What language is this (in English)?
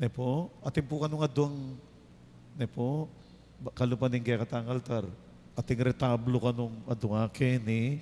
Pampanga